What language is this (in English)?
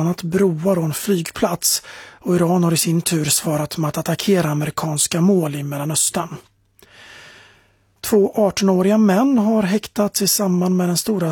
Swedish